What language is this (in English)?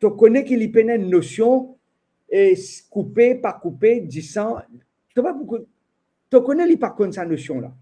Morisyen